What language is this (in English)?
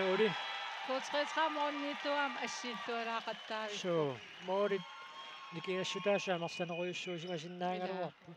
Kalaallisut